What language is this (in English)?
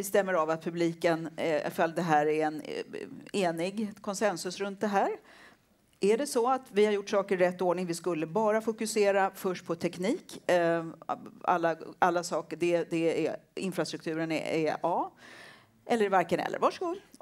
Swedish